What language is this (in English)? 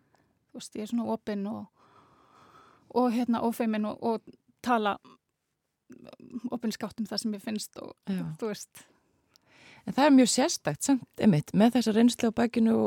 Icelandic